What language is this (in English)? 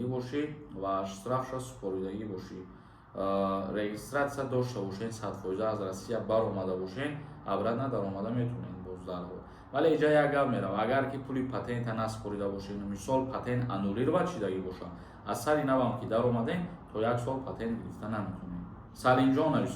Tajik